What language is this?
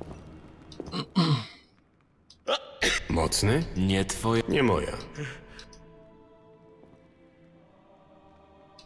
Polish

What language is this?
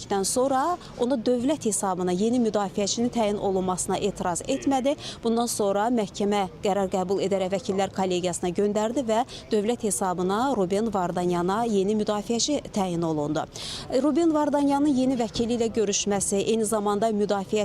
Azerbaijani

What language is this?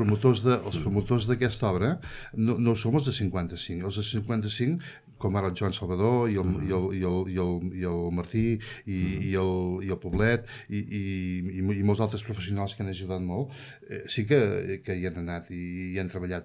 Catalan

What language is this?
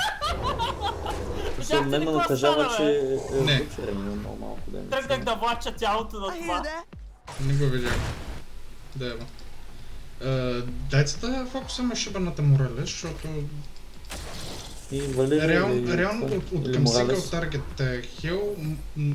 Bulgarian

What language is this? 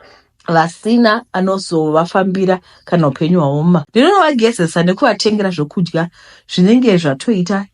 Shona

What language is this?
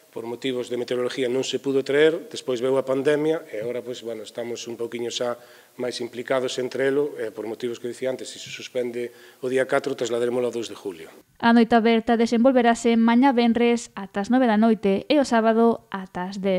Galician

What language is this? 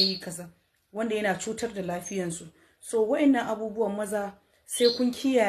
Hausa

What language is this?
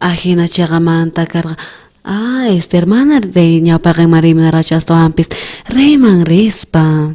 South Bolivian Quechua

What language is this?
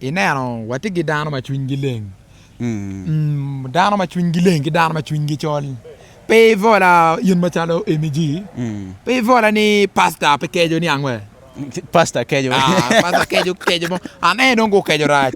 Acoli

